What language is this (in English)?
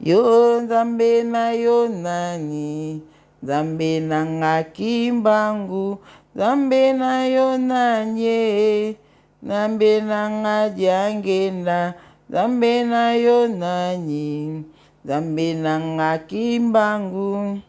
Lingala